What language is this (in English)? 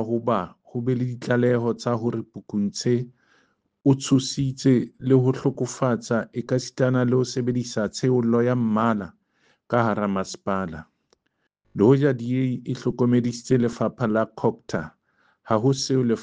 Southern Sotho